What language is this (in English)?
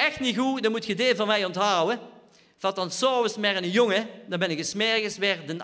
Limburgish